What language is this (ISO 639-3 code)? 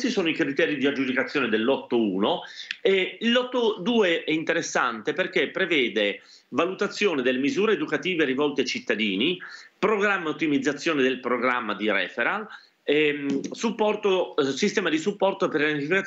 ita